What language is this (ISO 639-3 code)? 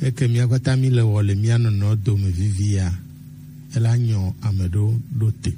gej